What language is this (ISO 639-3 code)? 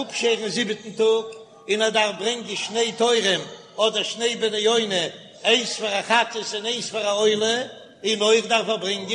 yid